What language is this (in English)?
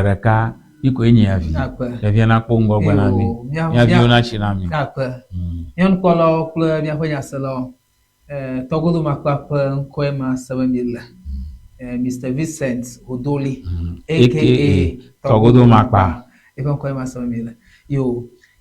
Ewe